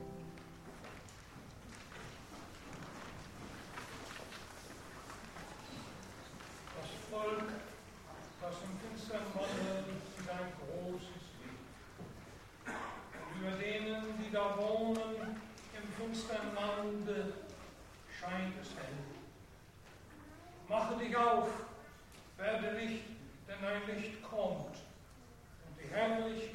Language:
German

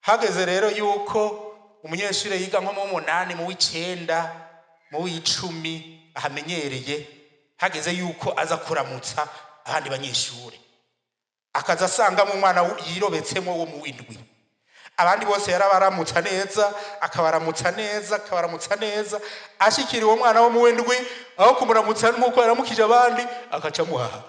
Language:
Rundi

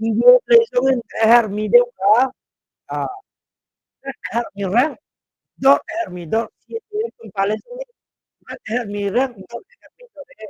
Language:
Hakha Chin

